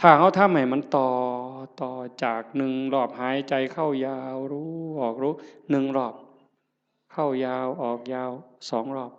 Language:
Northeastern Thai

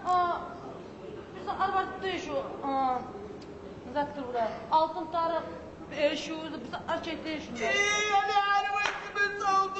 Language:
Kumyk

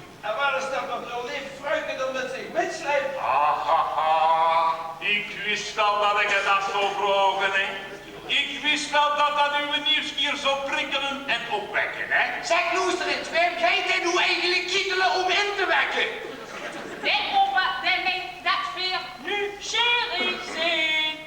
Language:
Limburgish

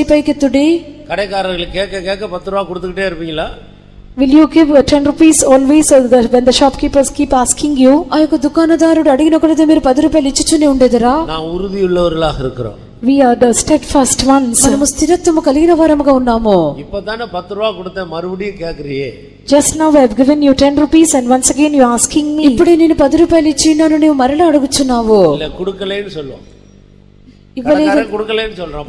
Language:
Tamil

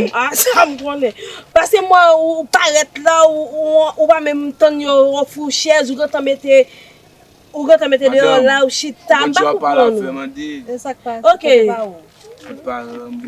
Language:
Haitian Creole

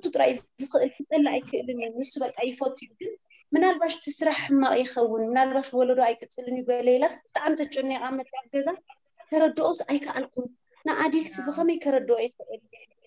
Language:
Tigrinya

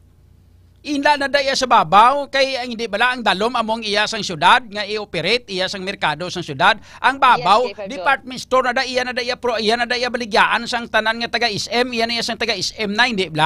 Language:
Hiligaynon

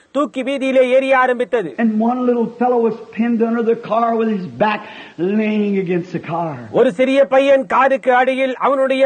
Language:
Tamil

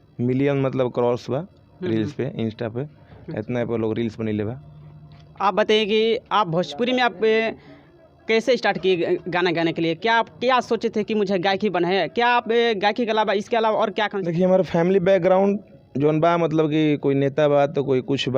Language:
Bhojpuri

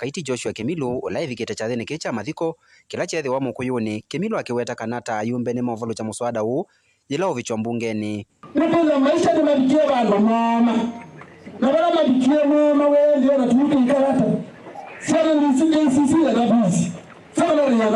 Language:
Kamba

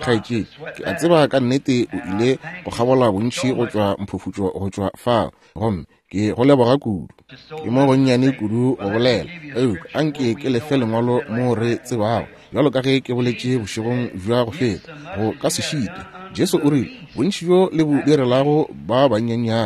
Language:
Northern Sotho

